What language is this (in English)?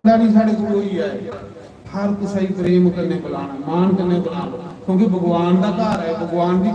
Dogri